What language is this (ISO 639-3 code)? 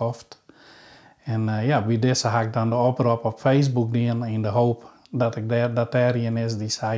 fry